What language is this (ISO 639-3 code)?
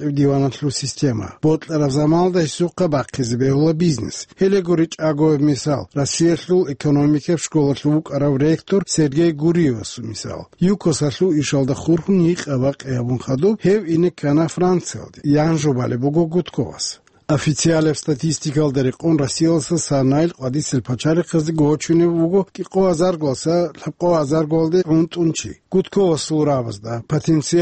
ava